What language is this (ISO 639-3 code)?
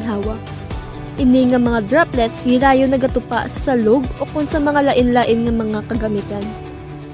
hil